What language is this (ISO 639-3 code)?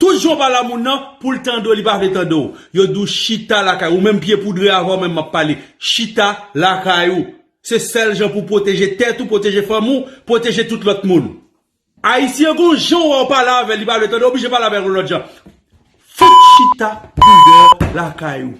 hat